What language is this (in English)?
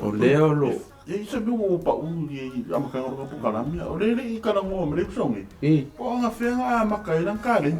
Samoan